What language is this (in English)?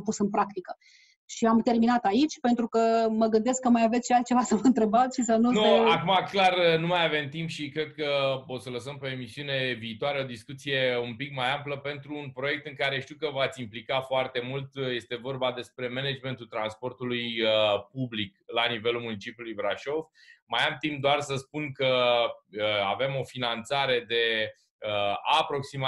Romanian